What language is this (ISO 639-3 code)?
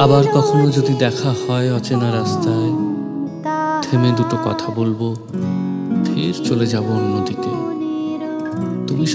ben